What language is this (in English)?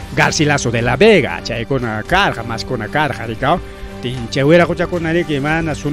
Ayacucho Quechua